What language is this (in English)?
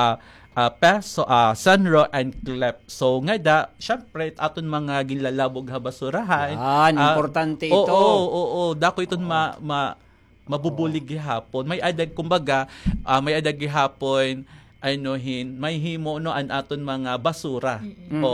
Waray